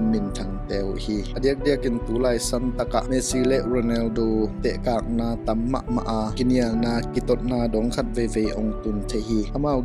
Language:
Tedim Chin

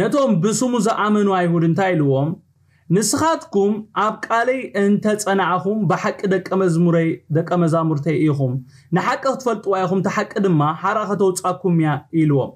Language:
Tigrinya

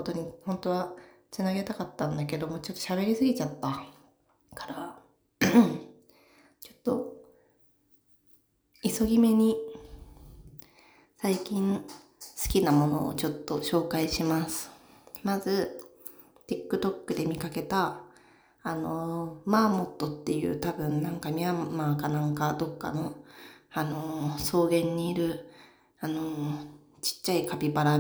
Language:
Japanese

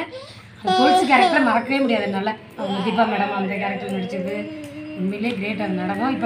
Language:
Tamil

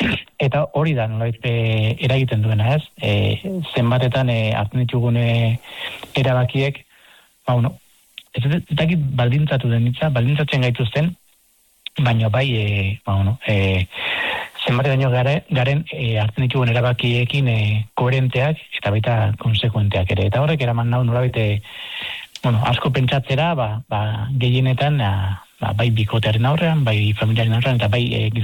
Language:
Basque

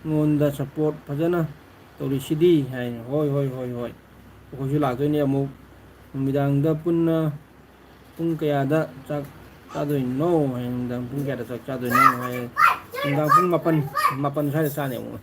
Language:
Manipuri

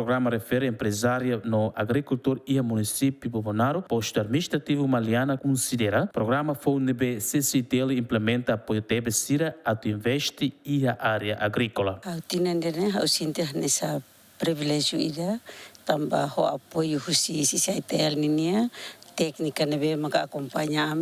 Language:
Tetum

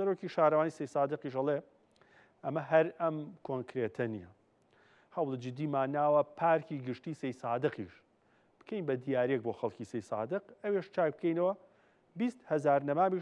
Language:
Central Kurdish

